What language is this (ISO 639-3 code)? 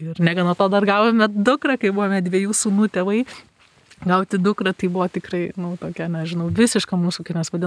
lit